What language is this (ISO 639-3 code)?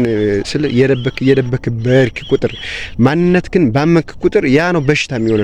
amh